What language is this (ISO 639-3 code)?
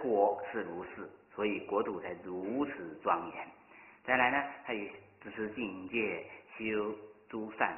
zho